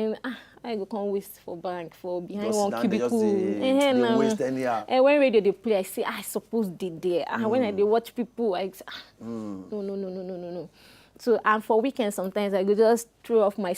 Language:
Nigerian Pidgin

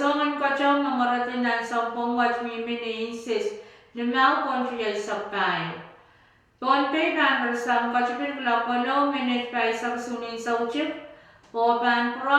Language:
Pohnpeian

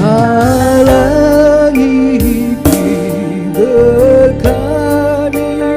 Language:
Batak Karo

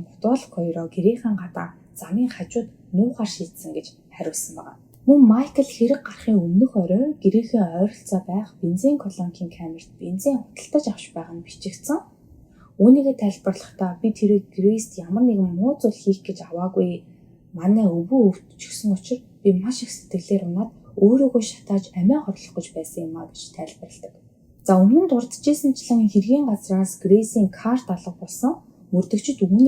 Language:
Mongolian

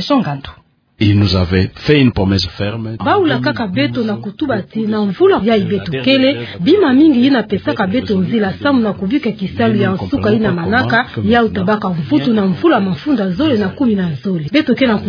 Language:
Kituba (Democratic Republic of Congo)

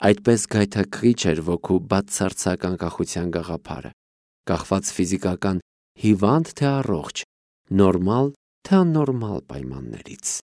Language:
Armenian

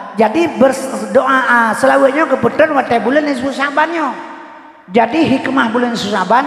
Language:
Achinese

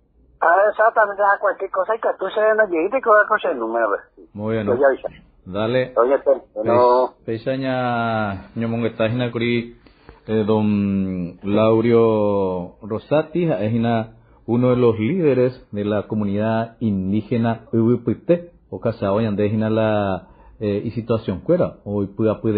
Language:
Guarani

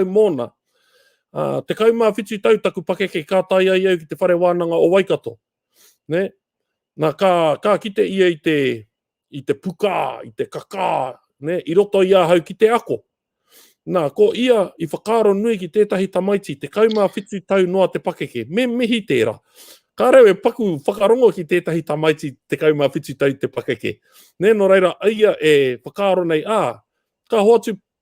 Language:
Māori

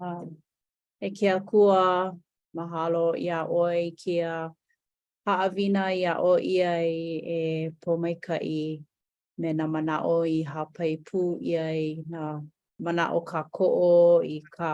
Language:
Hawaiian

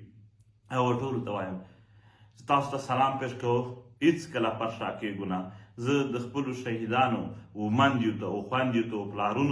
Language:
Pashto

